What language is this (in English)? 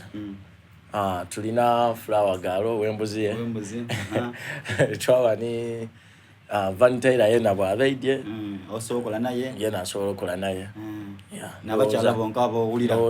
Soga